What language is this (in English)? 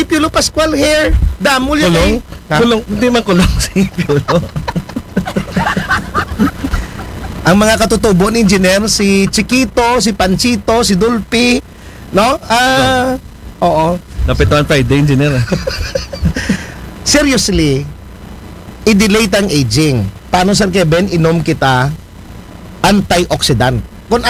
Filipino